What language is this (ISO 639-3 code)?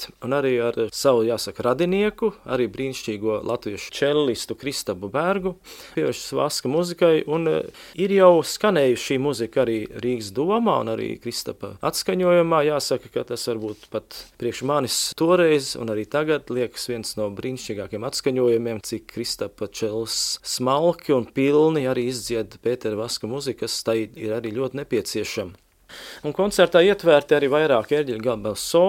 lav